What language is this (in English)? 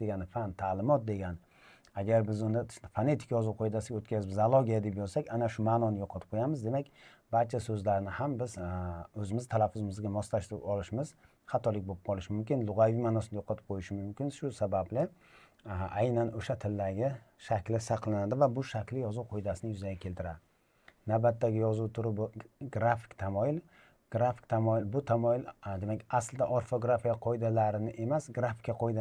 Uzbek